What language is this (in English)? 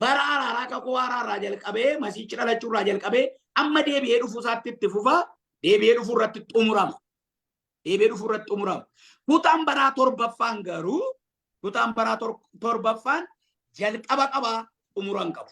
Oromo